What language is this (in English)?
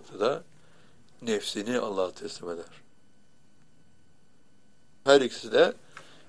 Turkish